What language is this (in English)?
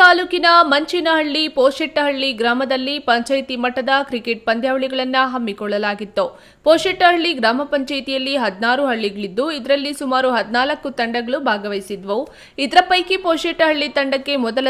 Kannada